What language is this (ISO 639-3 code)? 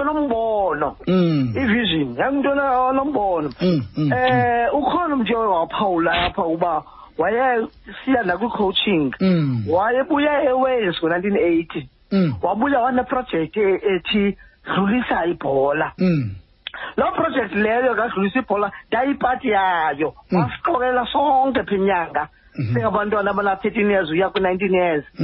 xho